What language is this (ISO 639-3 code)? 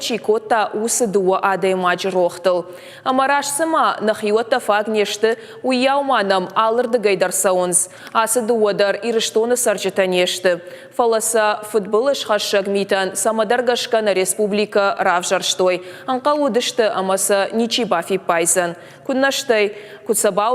oss